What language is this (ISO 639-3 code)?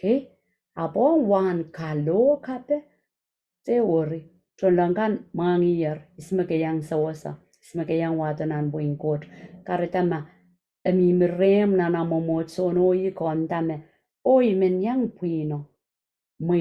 pon